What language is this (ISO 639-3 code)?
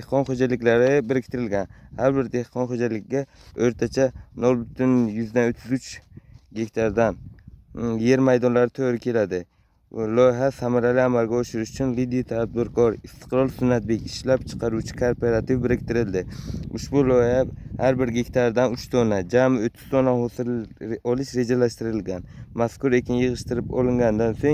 uzb